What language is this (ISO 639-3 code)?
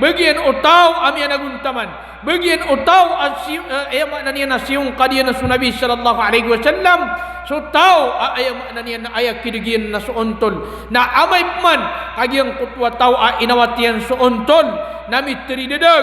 mrw